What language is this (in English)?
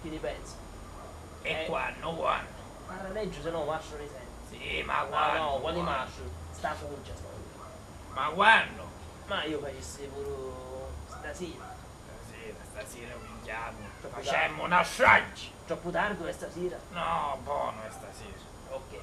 Sicilian